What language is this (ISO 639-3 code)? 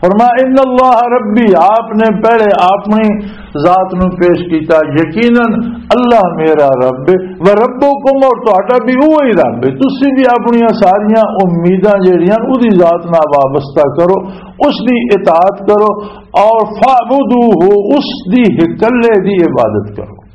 lah